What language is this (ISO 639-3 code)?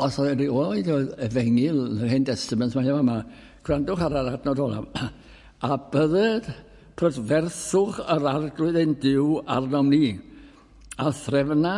cym